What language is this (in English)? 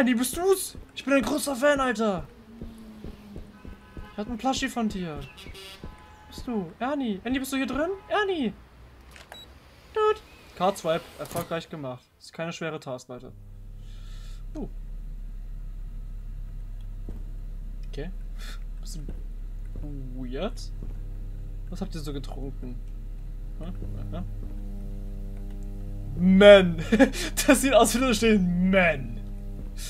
German